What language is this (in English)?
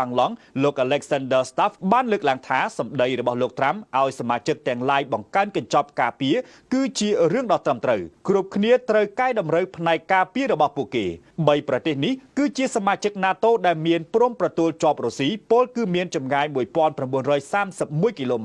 Khmer